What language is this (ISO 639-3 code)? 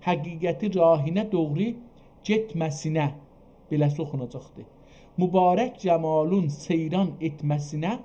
azb